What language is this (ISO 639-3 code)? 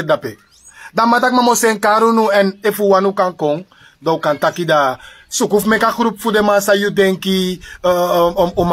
srn